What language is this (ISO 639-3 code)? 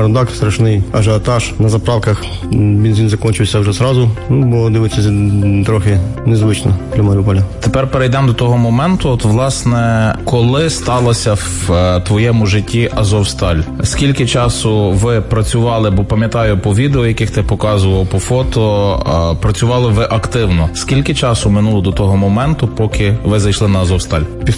ukr